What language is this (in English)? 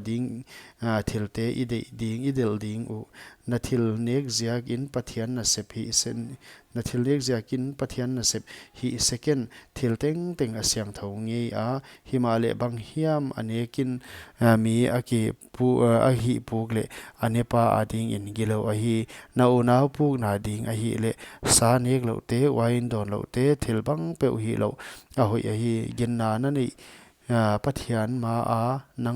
Paite Chin